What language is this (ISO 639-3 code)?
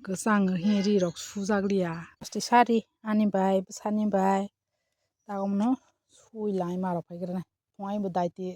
trp